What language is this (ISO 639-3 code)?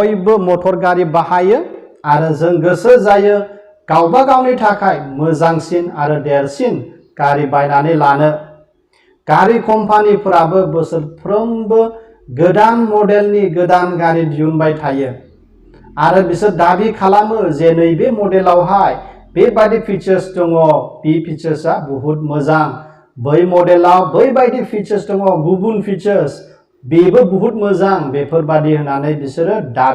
brx